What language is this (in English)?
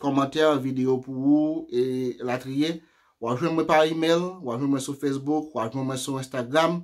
Haitian Creole